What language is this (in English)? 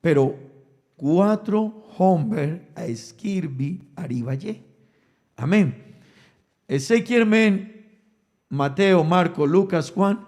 Papiamento